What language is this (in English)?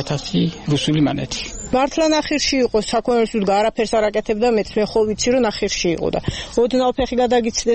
Georgian